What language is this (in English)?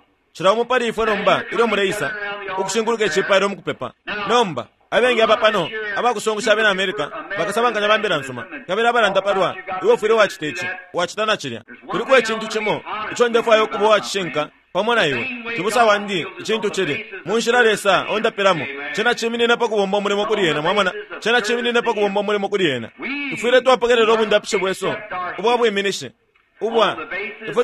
Bemba